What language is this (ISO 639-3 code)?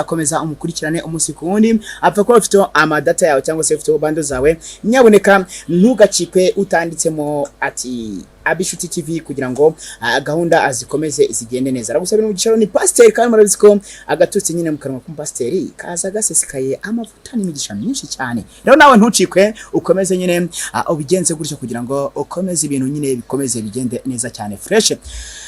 kin